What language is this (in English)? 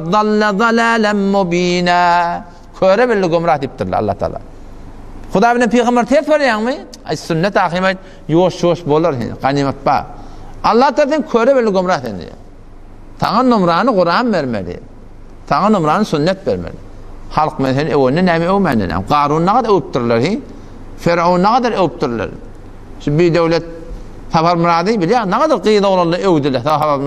Turkmen